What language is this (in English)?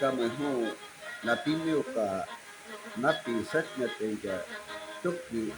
Shuar